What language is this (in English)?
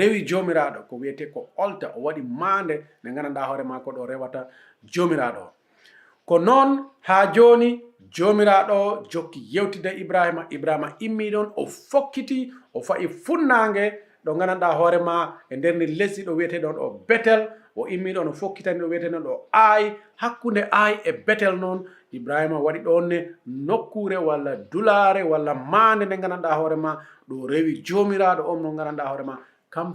Fula